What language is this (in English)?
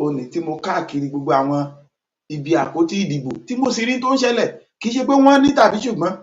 Yoruba